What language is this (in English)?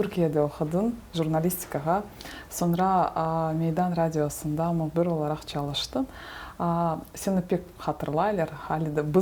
Crimean Tatar